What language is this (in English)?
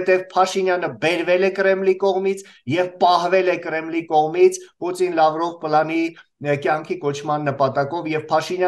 Armenian